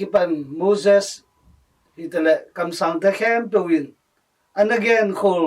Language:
Tedim Chin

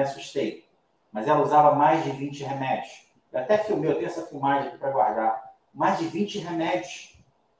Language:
Portuguese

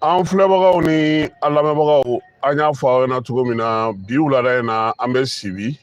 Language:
Bambara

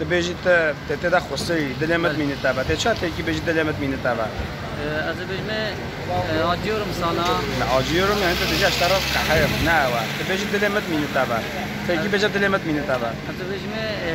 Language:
Kurdish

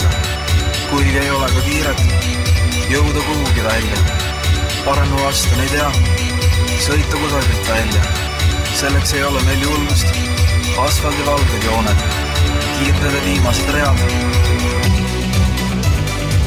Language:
Estonian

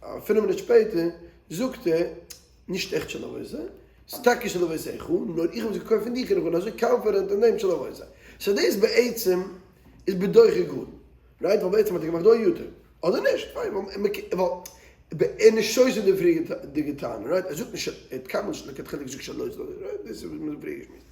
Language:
Yiddish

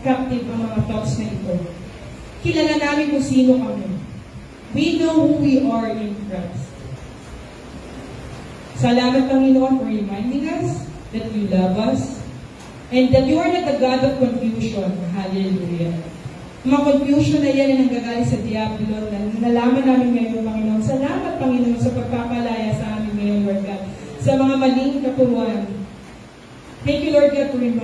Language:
Filipino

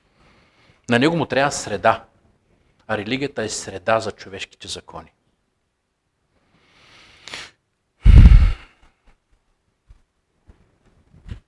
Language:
Bulgarian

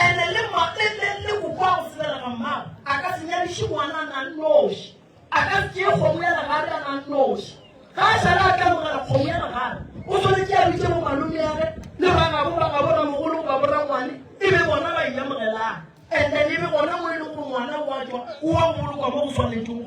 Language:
Northern Sotho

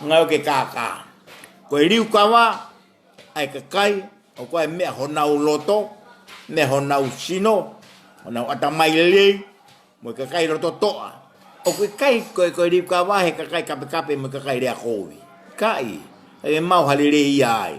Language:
Tongan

